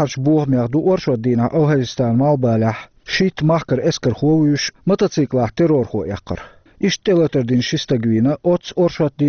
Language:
Chechen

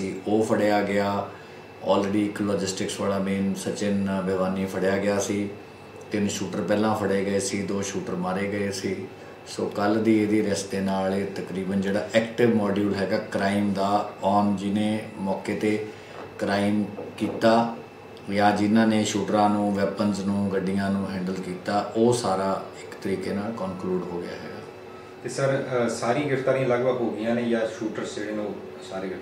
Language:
Punjabi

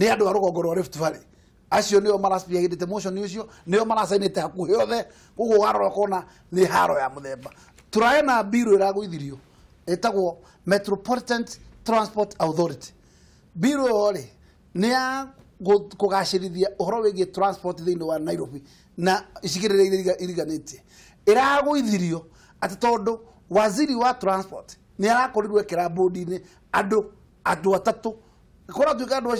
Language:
Kikuyu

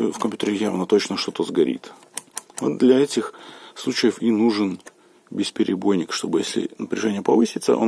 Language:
Russian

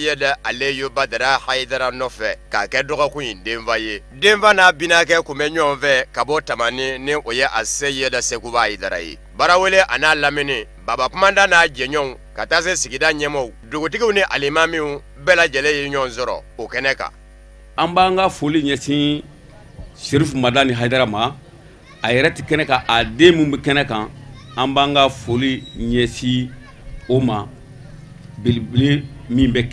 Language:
Bambara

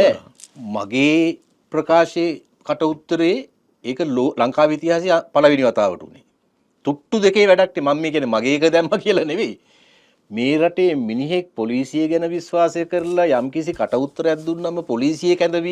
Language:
Sinhala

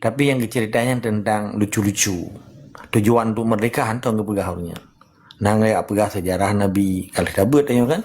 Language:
Achinese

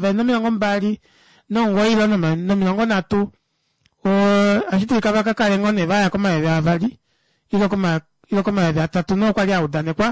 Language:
Kuanyama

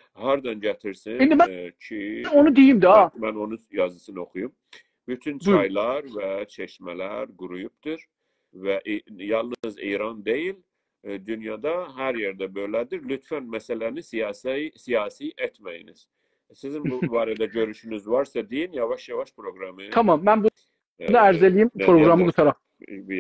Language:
South Azerbaijani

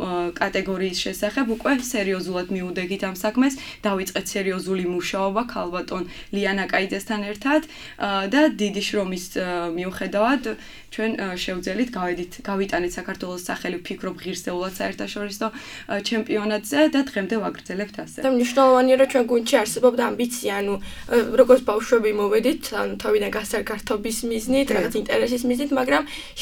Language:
Georgian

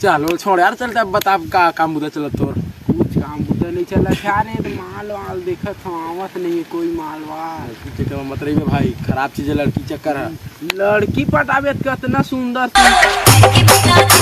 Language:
Chhattisgarhi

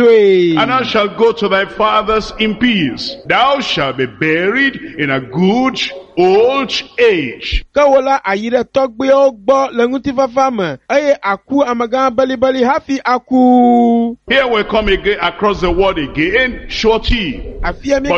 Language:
Ewe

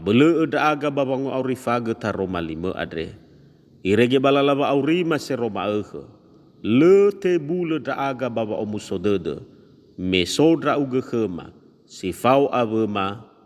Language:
Nias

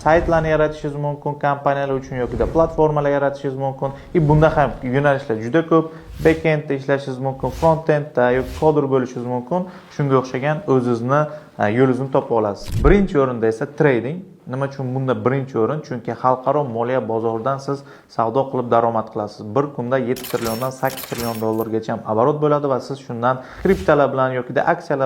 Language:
Uzbek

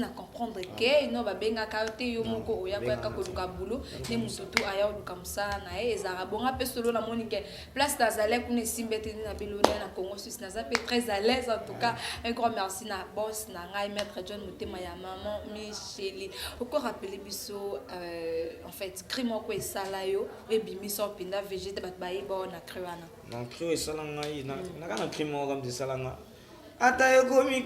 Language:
Lingala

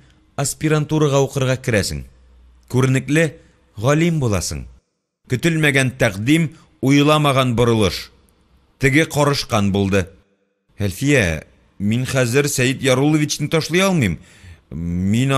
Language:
Tatar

